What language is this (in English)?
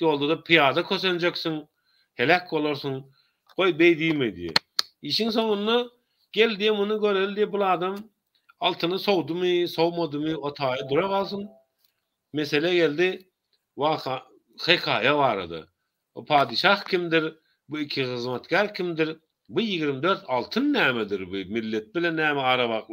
Turkmen